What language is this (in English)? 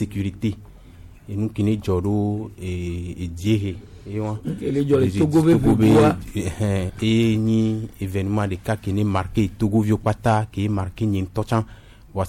Gen